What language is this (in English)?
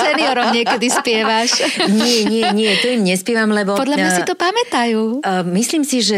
Slovak